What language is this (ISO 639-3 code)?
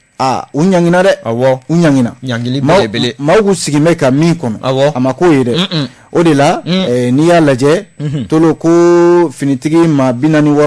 bam